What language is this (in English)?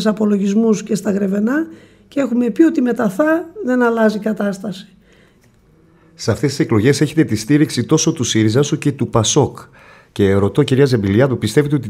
Greek